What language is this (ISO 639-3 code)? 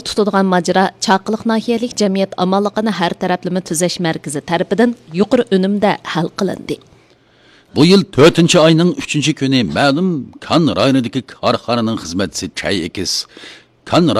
uig